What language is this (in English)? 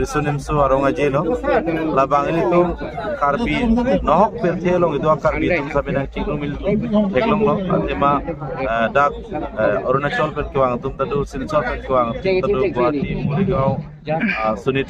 Karbi